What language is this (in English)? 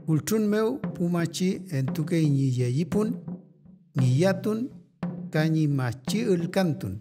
Mapuche